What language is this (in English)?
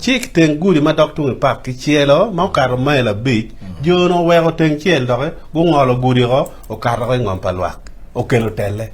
Acoli